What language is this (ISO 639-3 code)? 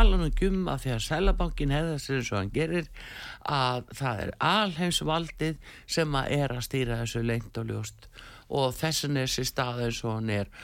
isl